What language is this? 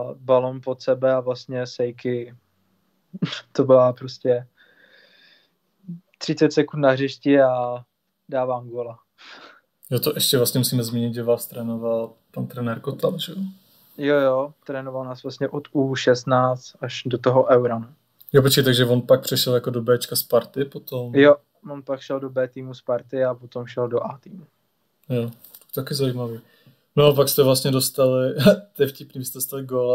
Czech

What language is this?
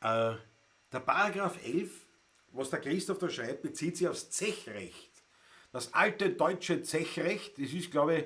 Bavarian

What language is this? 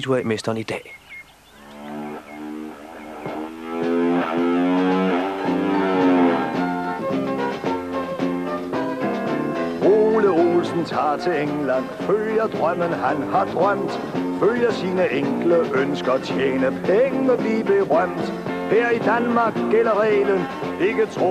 Danish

